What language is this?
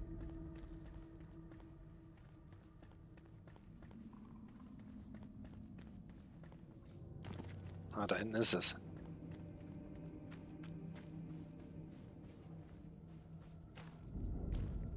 German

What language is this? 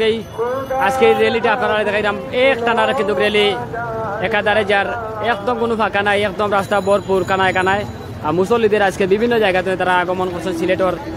Sylheti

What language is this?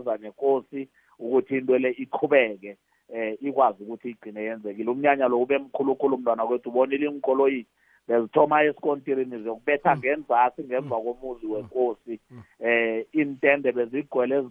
South Ndebele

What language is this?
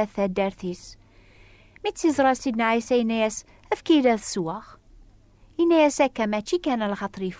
Kabyle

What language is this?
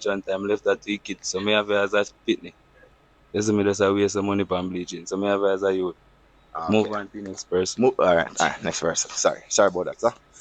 Jamaican Creole English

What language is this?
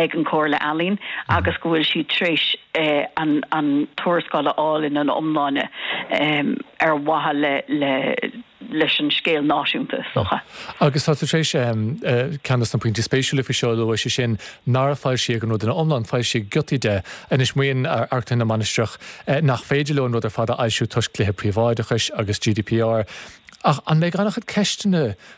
Irish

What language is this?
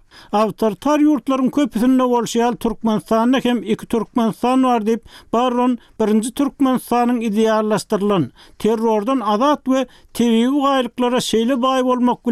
Turkmen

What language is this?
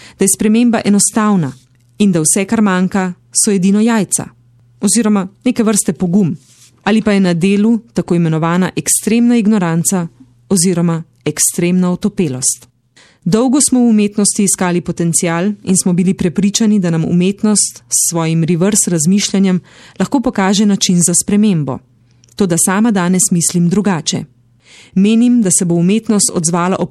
Slovenian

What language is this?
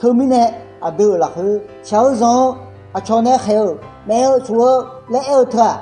Akha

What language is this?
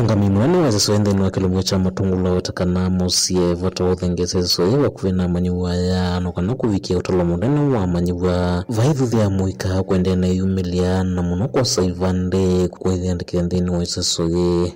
Kamba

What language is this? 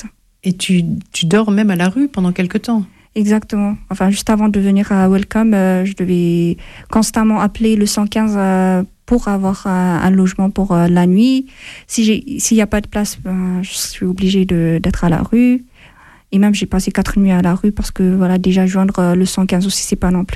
French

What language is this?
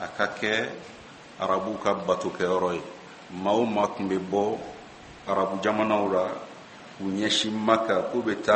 Bambara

